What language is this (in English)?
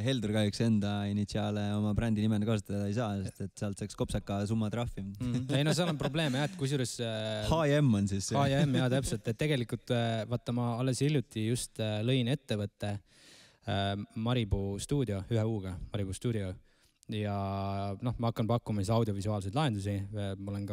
Estonian